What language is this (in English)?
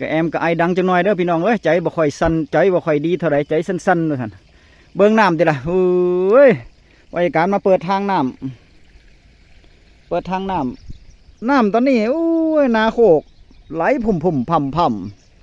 Northeastern Thai